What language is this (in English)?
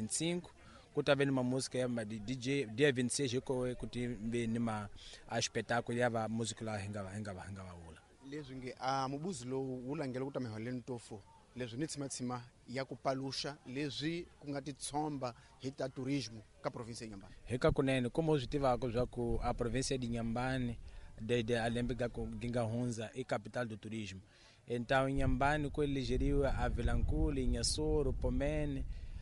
Tsonga